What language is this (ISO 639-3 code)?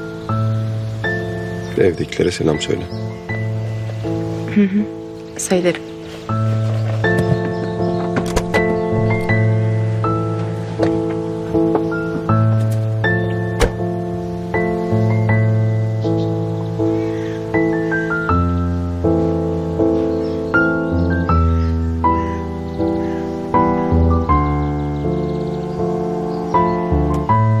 tur